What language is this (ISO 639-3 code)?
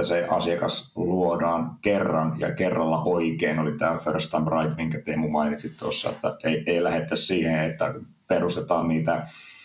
fin